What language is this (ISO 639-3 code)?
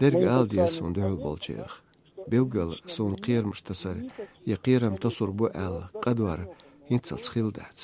che